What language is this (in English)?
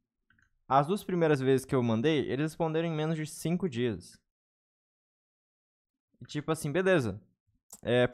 Portuguese